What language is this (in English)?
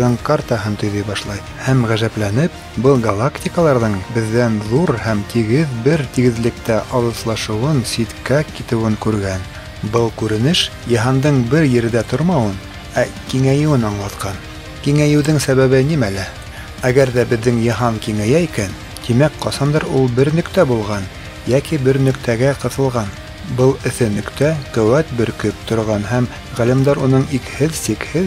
Bashkir